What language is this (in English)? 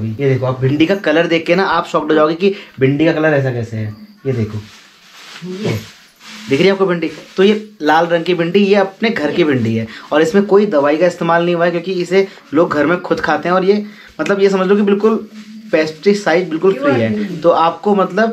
Hindi